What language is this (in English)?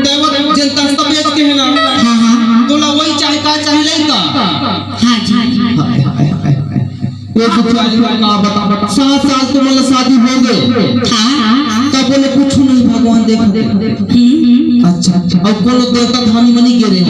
Chhattisgarhi